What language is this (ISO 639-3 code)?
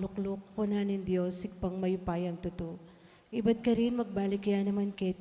pam